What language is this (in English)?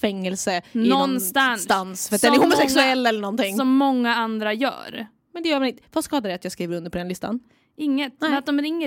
Swedish